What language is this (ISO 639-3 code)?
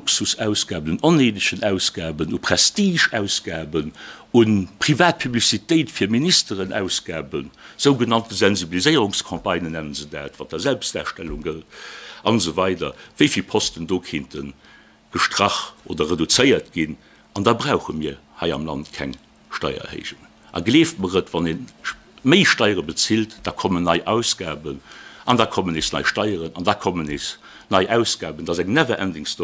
ltz